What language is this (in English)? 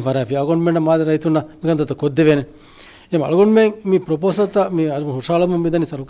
Divehi